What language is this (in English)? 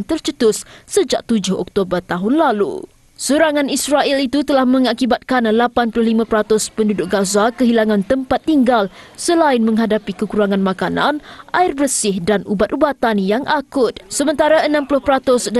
Malay